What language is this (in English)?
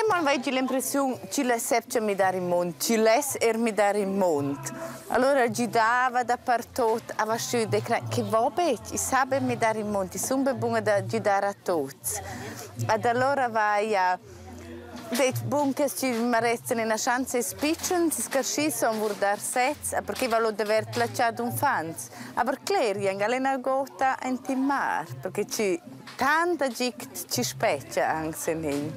Romansh